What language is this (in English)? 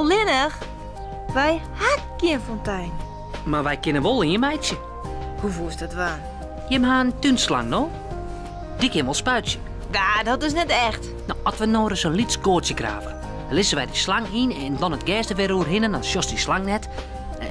Western Frisian